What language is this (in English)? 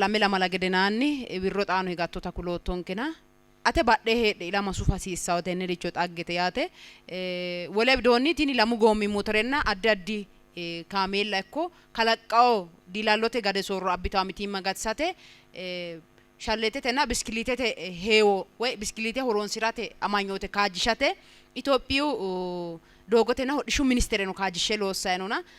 Sidamo